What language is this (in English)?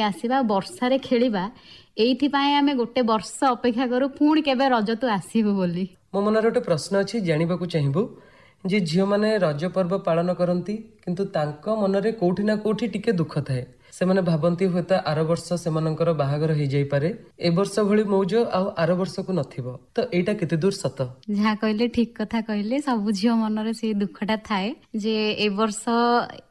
Odia